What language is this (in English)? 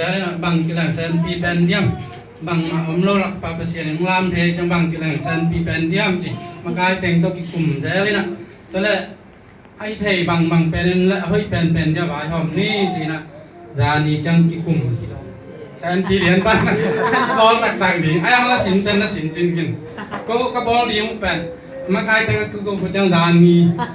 Tedim Chin